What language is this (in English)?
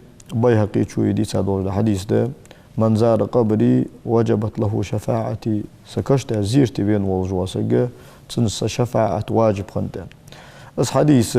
Ingush